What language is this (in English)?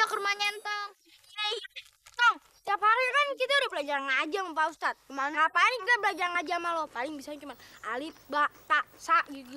Betawi